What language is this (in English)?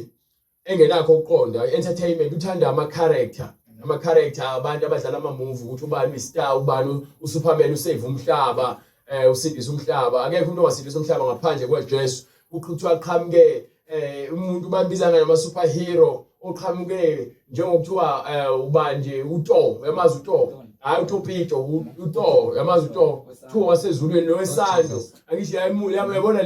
Zulu